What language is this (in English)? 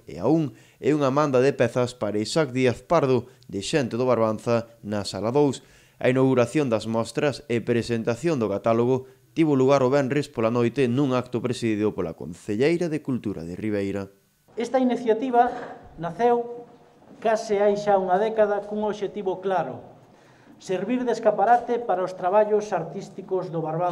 Galician